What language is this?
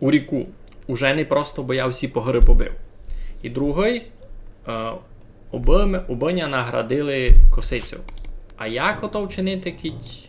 Rusyn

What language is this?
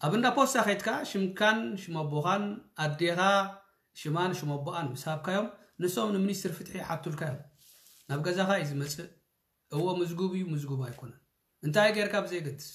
Tigrinya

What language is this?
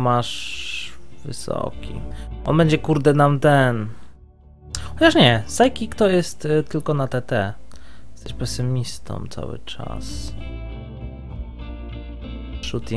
Polish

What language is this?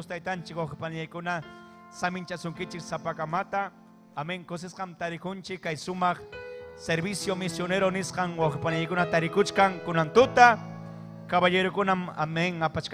Ayacucho Quechua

